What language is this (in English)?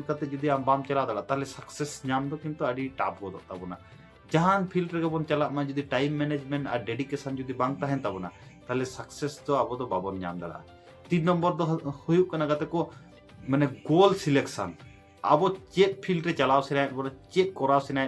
Santali